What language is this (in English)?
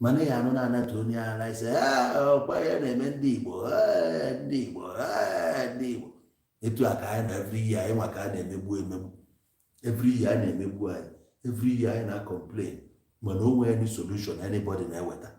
Igbo